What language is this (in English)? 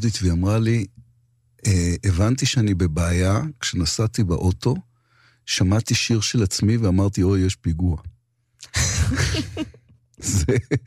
Hebrew